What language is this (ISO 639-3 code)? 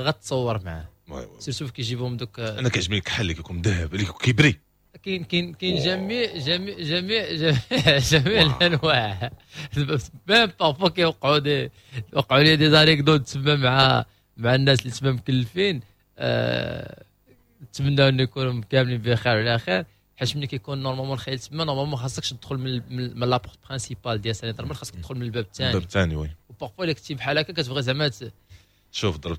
ary